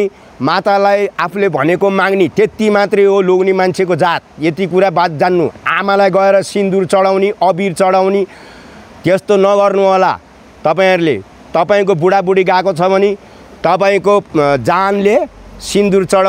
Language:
Nepali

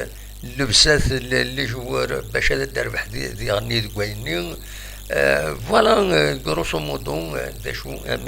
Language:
Kabyle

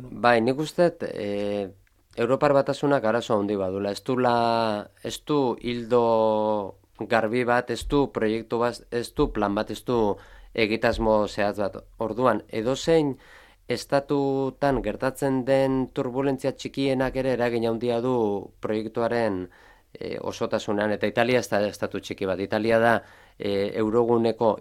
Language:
Basque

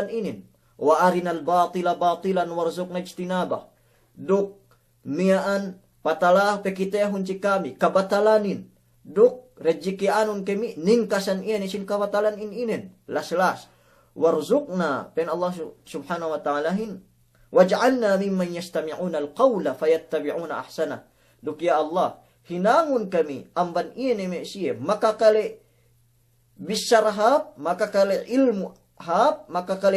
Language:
Yakan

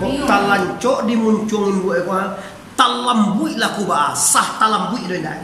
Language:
Minangkabau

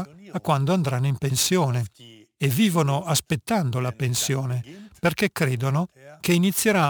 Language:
Italian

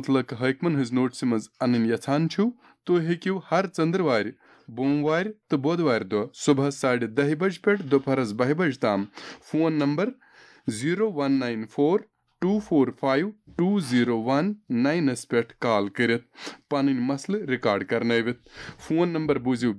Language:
Kashmiri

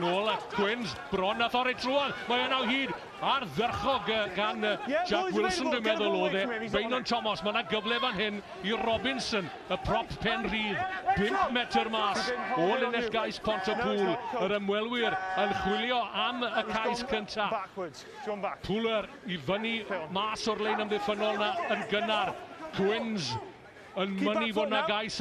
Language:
Welsh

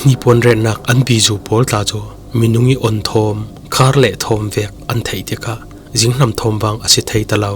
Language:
Falam Chin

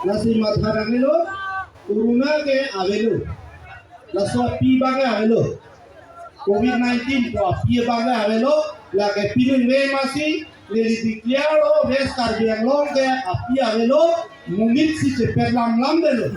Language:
Karbi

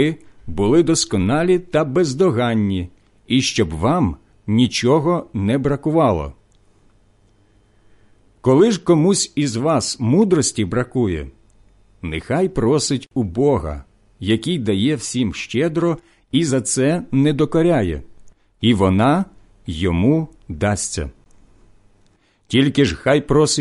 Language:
Ukrainian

